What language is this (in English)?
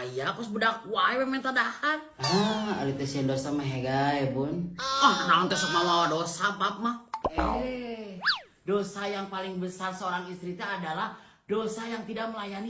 Sundanese